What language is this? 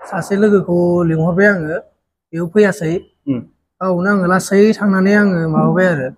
Bodo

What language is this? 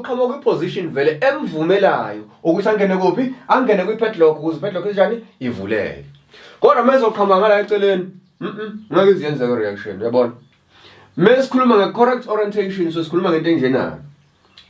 Zulu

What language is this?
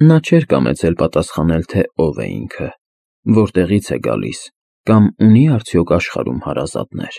Armenian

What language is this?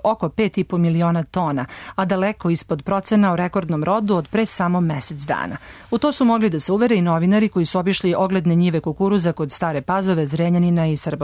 Serbian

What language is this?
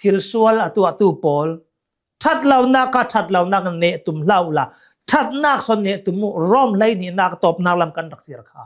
Hakha Chin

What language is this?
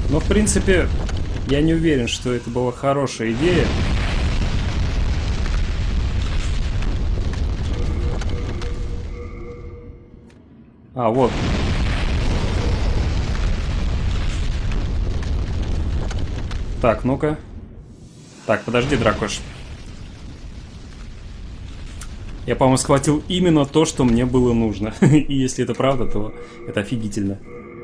Russian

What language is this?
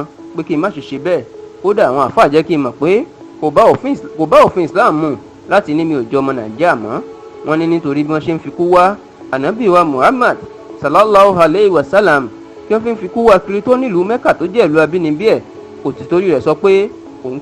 Yoruba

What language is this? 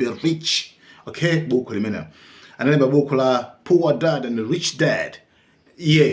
Nyanja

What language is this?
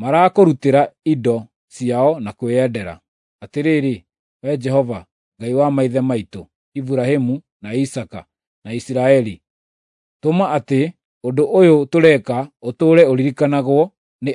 Kikuyu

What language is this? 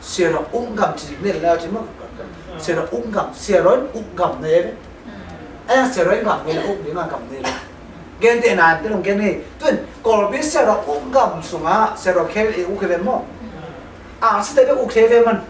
Tedim Chin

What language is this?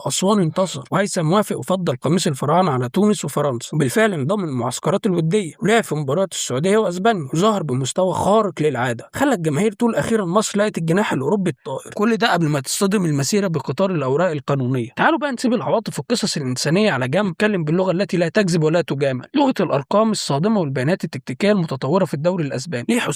Egyptian Arabic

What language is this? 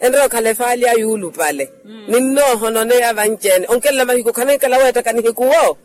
Makhuwa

